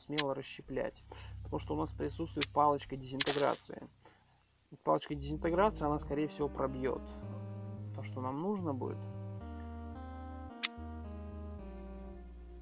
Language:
Russian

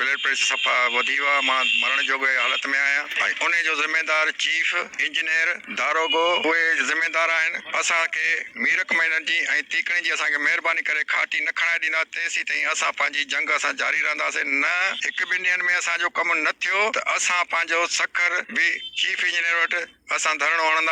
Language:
Sindhi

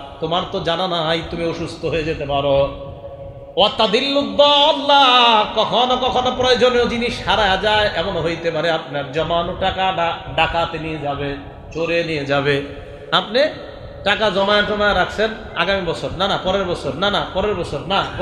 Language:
Bangla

